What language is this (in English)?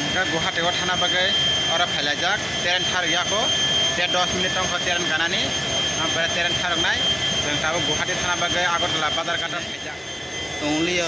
Kok Borok